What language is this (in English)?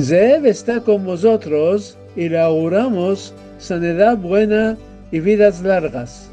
Ladino